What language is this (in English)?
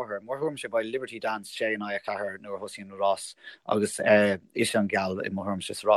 Irish